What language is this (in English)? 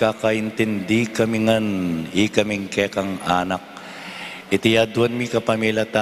Pampanga